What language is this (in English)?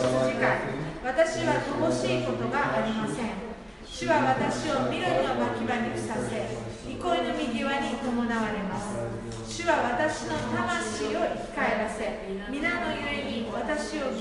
Japanese